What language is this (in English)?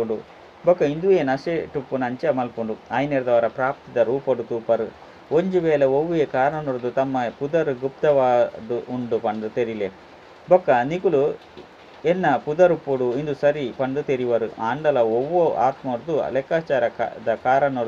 Tulu